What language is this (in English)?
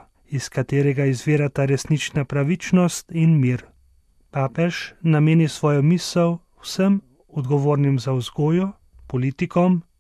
Slovenian